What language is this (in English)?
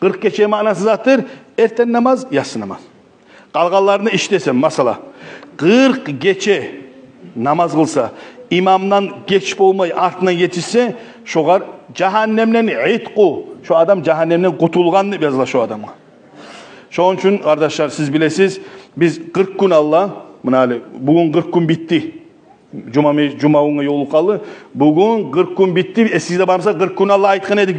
Kumyk